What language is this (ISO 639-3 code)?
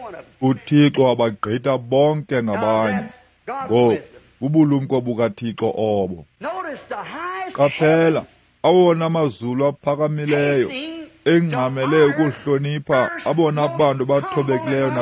xho